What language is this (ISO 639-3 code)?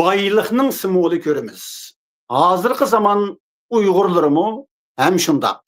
uig